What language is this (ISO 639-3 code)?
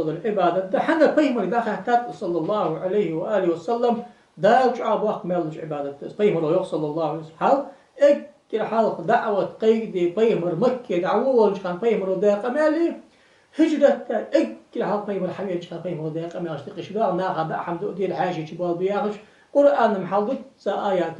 inh